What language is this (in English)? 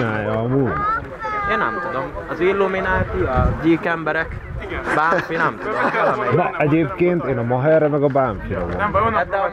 Hungarian